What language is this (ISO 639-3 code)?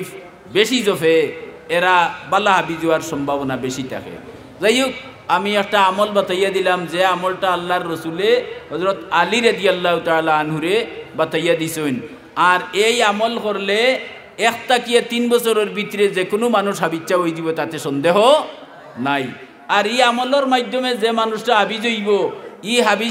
syl